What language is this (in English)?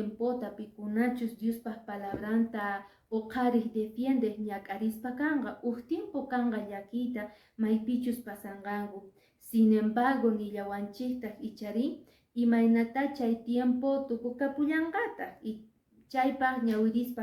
Quechua